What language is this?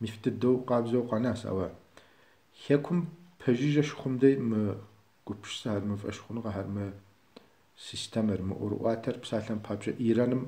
Kabardian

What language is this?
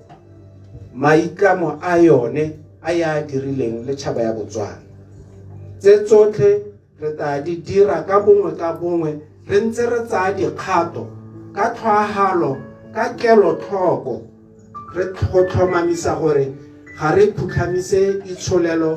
Tswana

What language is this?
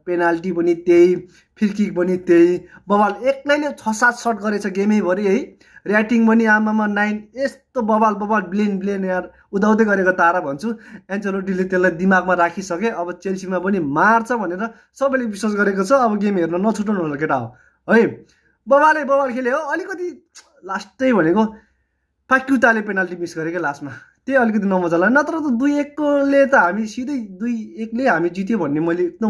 Nepali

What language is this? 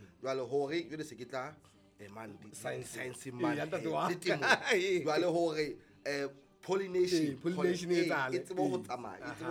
Southern Sotho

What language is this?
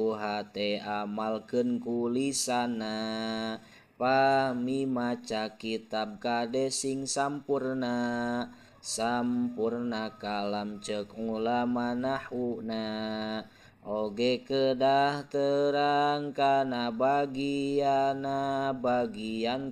Sundanese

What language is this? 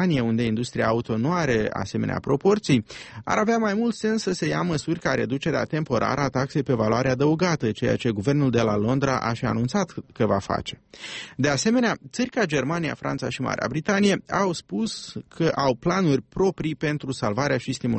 Romanian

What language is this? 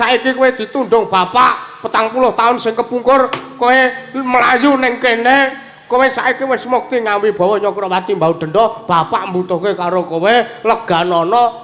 Javanese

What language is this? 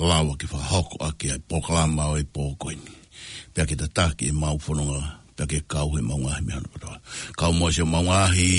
Tongan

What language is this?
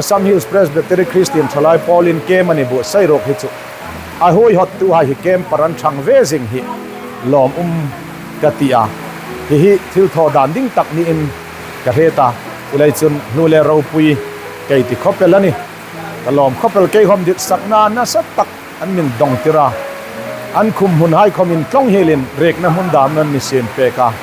Hmar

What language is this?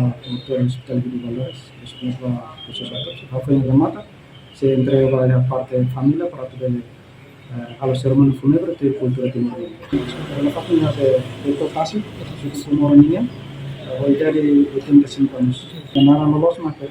Tetum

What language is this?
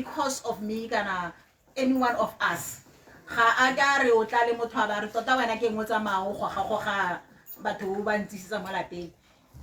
Tswana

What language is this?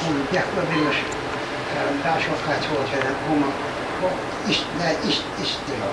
Chechen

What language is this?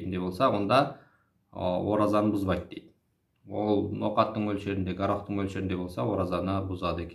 Kazakh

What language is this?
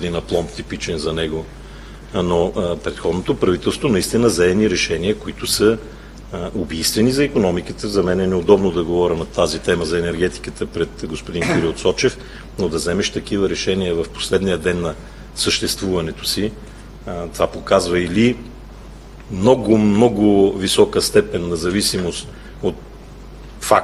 Bulgarian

